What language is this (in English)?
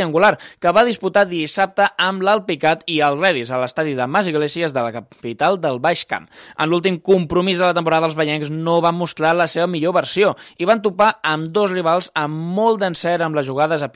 Catalan